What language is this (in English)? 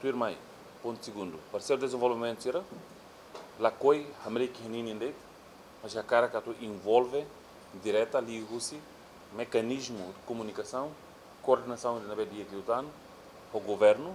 Tetum